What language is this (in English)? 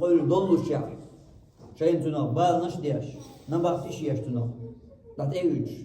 Chechen